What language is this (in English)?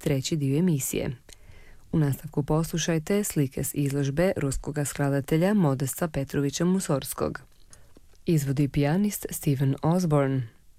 Croatian